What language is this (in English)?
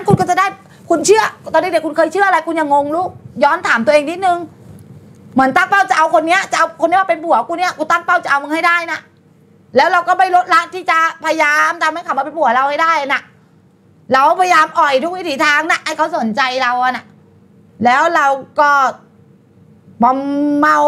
Thai